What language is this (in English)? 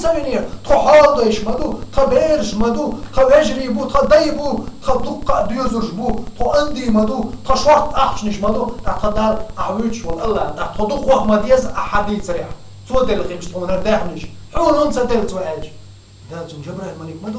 Chechen